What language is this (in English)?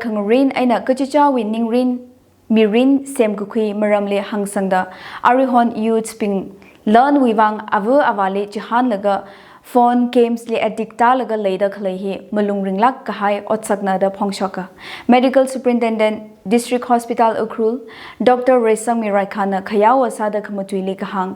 Tangkhul Naga (India)